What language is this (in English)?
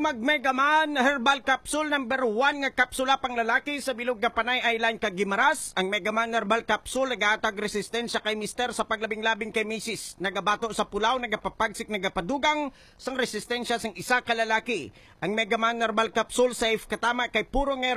Hiligaynon